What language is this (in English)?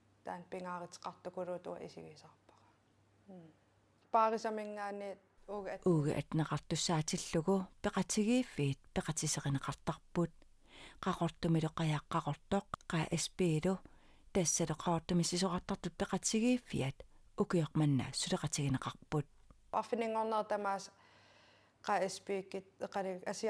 Kalaallisut